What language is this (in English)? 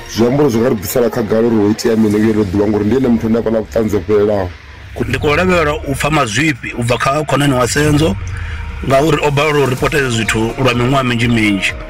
Venda